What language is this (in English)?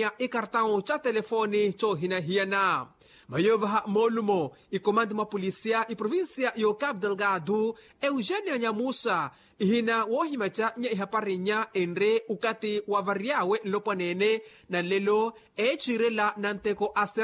Makhuwa